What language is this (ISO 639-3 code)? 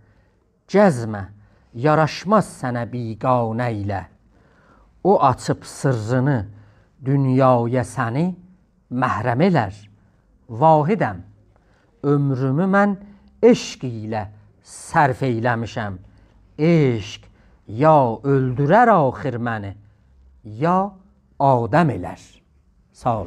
azb